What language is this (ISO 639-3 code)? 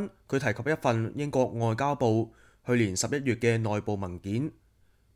yue